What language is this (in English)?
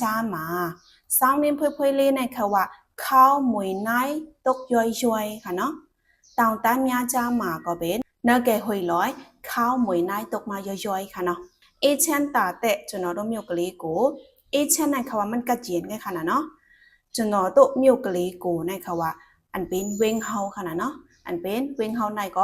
Shan